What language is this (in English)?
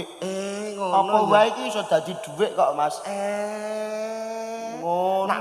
Javanese